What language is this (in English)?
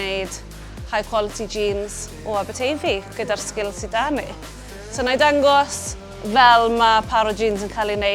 Welsh